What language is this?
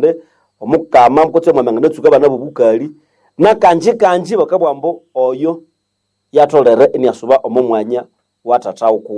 Nande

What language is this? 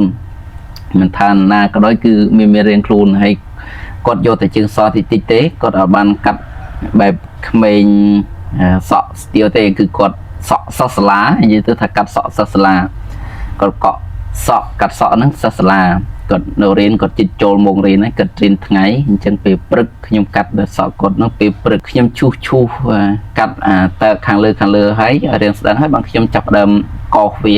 Khmer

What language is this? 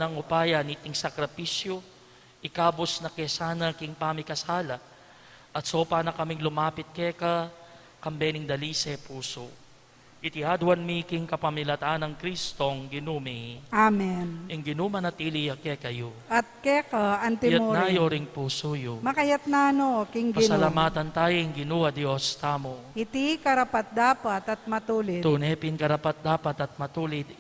Pampanga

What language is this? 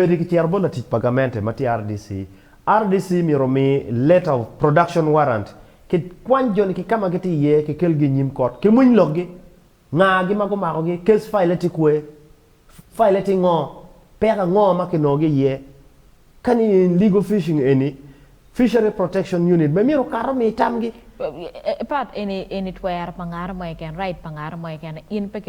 Acoli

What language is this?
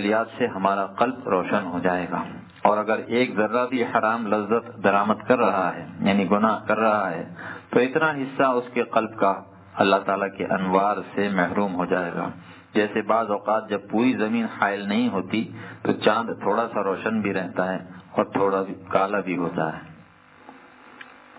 Urdu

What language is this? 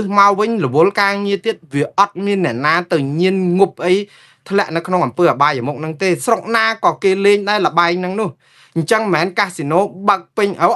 Khmer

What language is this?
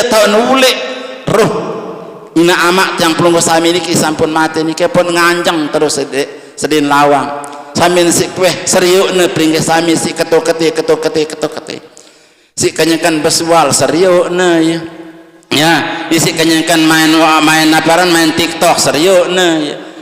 Sasak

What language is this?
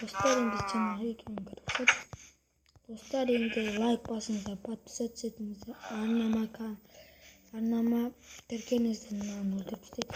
Kazakh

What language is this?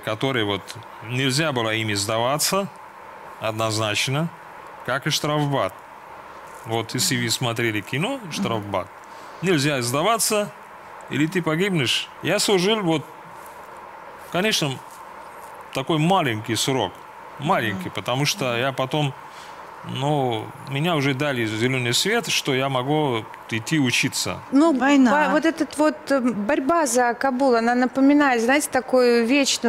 Russian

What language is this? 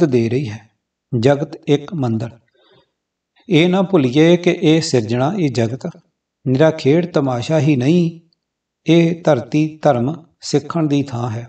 Punjabi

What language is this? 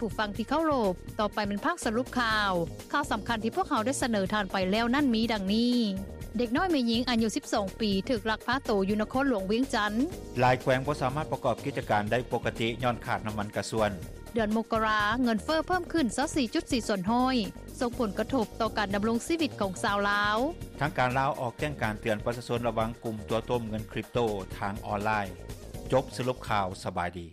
Lao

